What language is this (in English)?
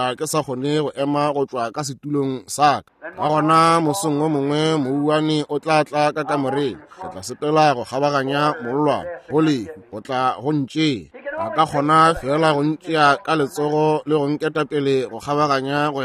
Northern Sotho